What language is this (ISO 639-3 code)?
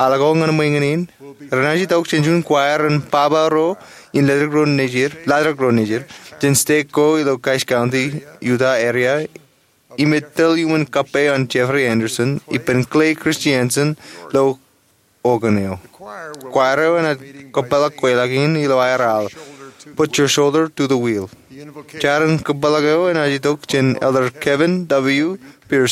mah